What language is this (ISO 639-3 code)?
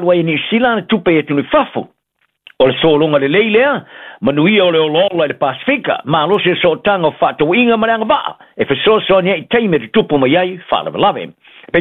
smo